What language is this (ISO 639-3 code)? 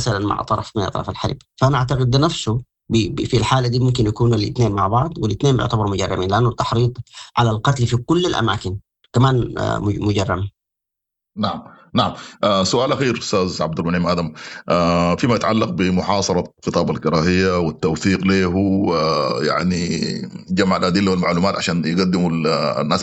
apd